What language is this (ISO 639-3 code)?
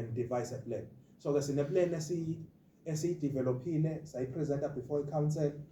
zul